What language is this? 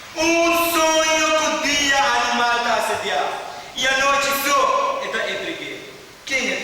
Papiamento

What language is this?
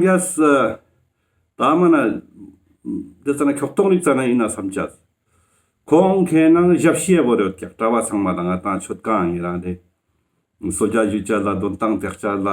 Ladakhi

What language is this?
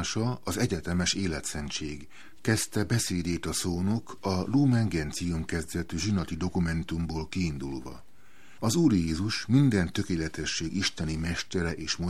Hungarian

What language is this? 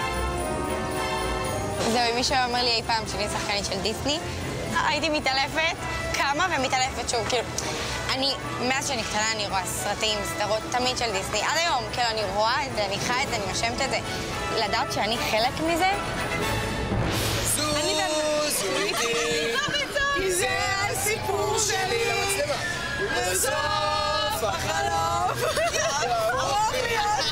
Hebrew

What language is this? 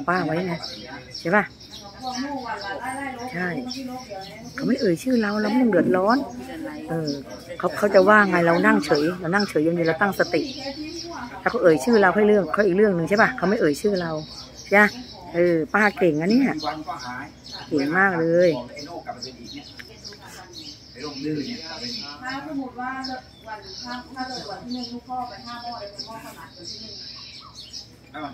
Thai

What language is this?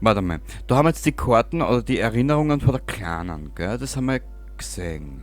Bavarian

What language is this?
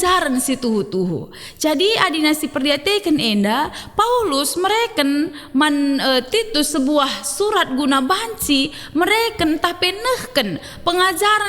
Batak Karo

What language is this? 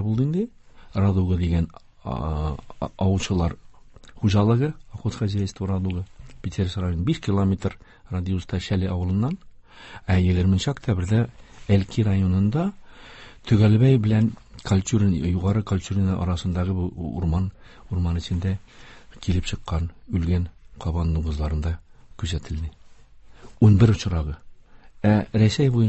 Tatar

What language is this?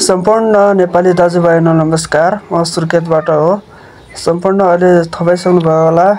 Nepali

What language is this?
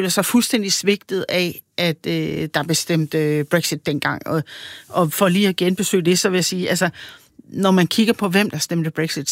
Danish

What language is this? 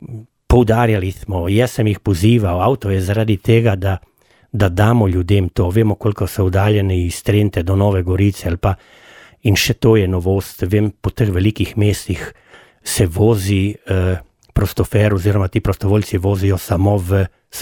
Slovenian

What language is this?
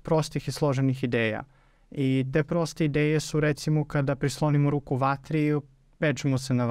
Serbian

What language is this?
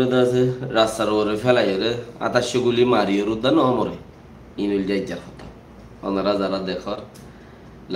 Rohingya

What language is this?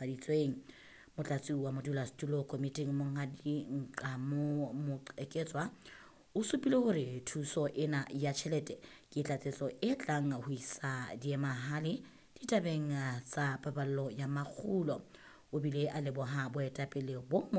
Southern Sotho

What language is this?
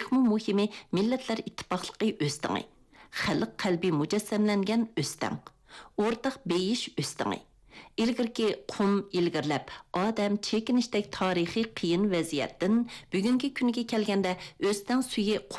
Uyghur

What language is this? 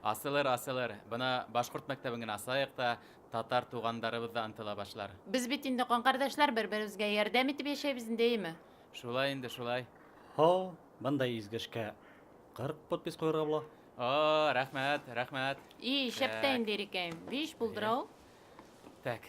Bashkir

